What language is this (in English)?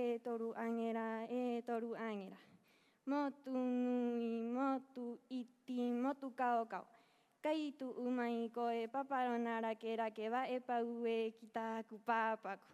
Rapanui